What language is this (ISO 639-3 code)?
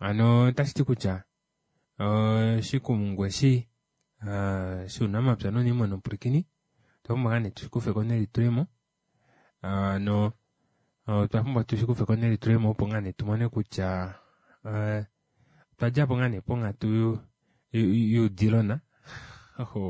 kua